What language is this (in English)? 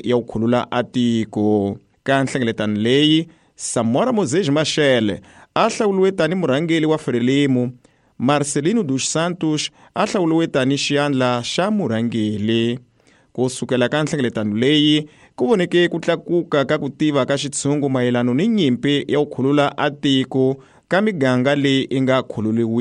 Tsonga